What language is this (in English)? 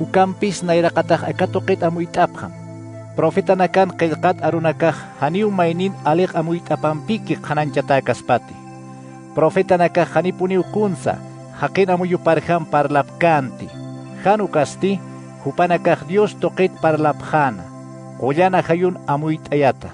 Aymara